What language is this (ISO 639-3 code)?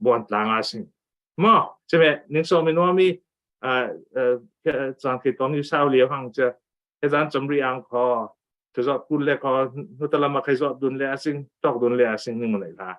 cfm